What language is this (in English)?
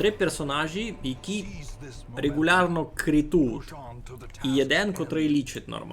Rusyn